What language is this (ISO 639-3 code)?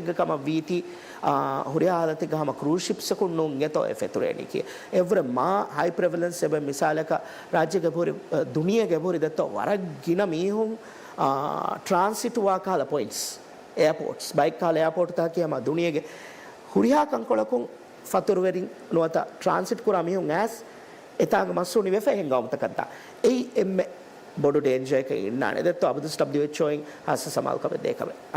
div